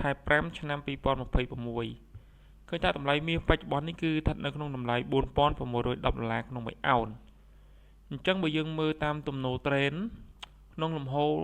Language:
Khmer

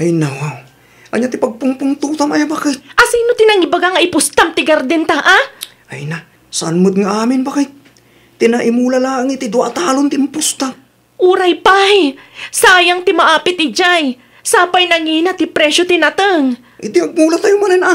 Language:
Iloko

